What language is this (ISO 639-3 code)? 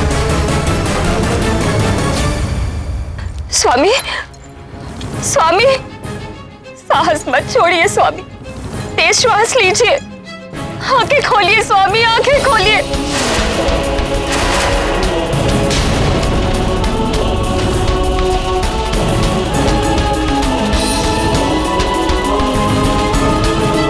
hin